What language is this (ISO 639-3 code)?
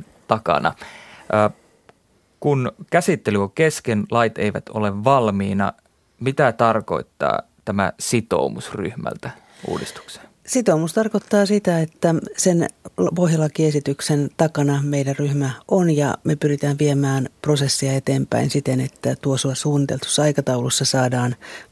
fin